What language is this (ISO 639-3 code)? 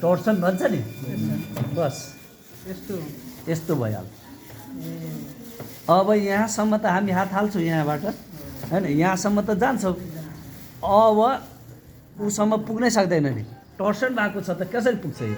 nep